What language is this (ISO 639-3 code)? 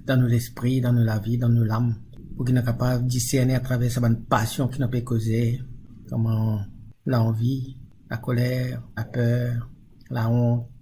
mfe